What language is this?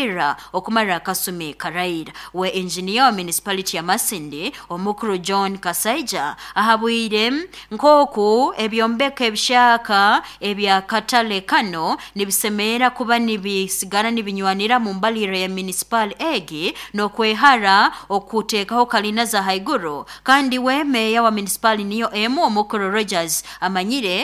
Nyoro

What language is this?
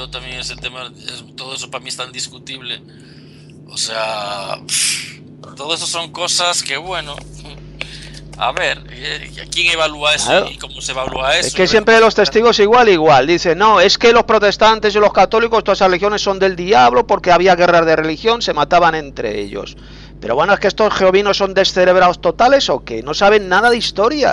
Spanish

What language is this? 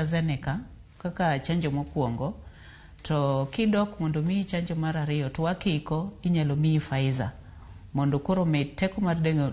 Luo (Kenya and Tanzania)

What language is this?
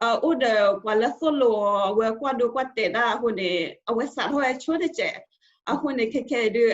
S'gaw Karen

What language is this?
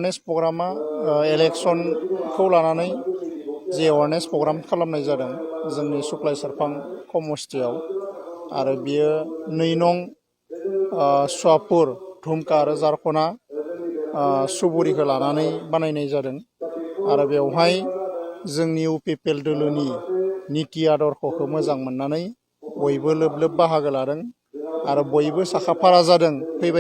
Bodo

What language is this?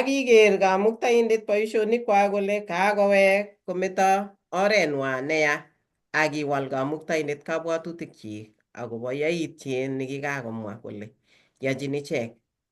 Kalenjin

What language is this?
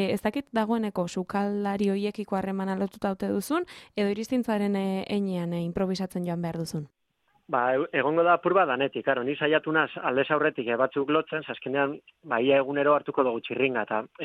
Basque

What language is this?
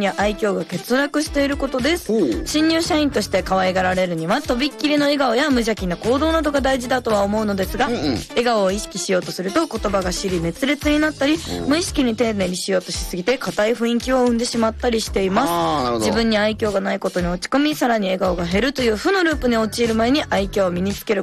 Japanese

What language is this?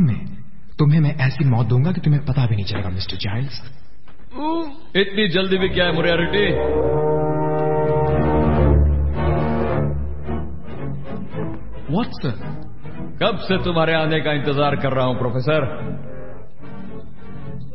Hindi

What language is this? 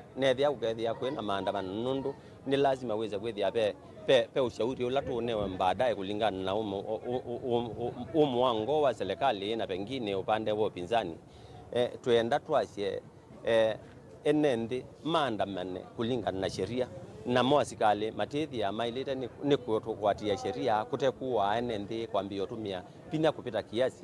Kamba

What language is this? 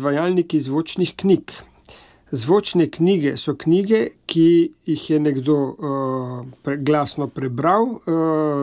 Slovenian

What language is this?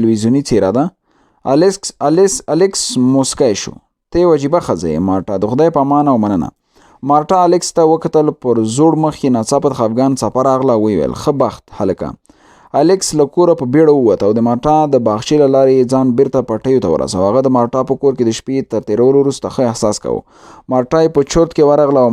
Pashto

